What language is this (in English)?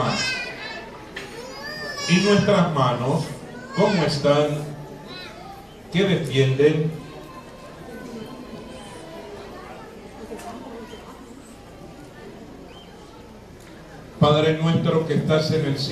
Spanish